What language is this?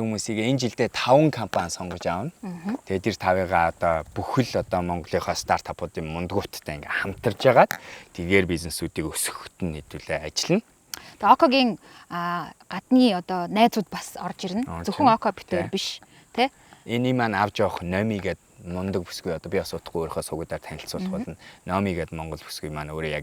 Mongolian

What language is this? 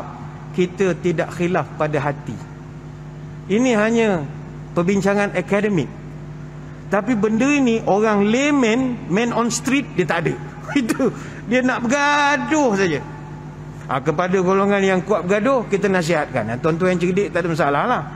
Malay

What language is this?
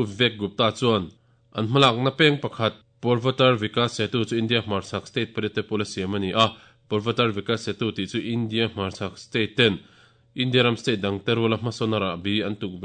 Mizo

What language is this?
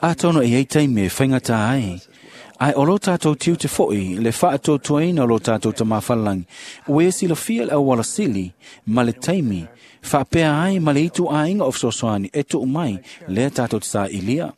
Samoan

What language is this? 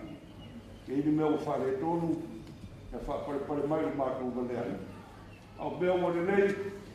Samoan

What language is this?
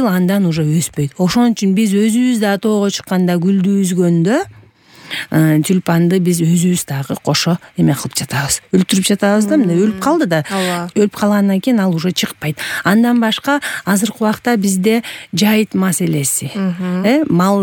Kyrgyz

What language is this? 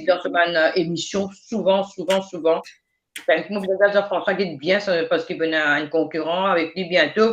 Morisyen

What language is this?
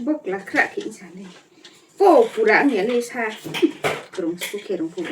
Riang (India)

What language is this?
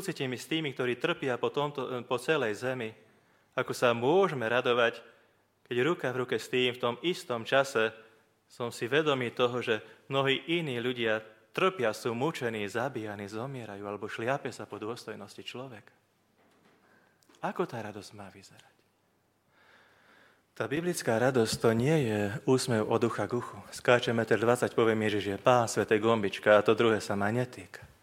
Slovak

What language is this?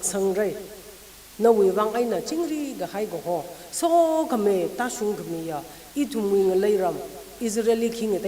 Tangkhul Naga (India)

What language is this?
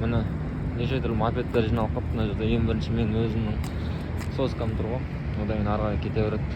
Kazakh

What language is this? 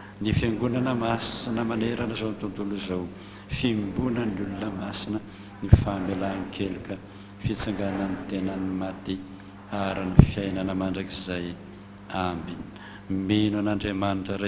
Malagasy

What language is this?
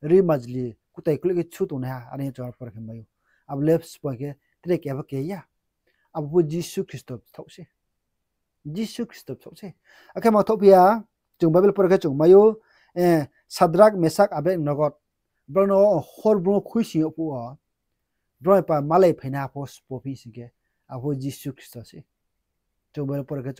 Riang (India)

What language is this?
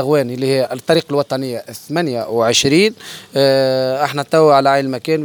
Tunisian Arabic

